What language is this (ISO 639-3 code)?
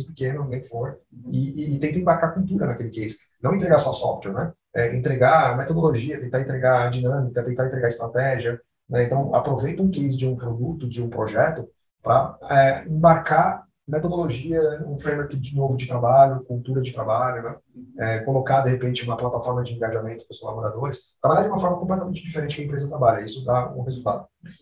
por